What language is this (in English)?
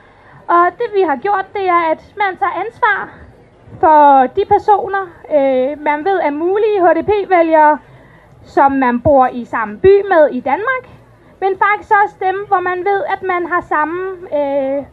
Danish